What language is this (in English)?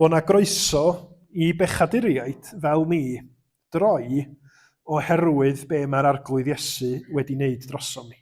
Welsh